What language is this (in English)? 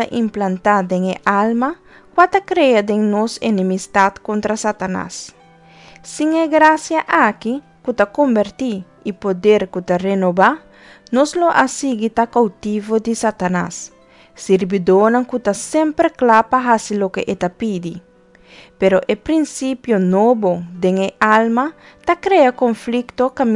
Papiamento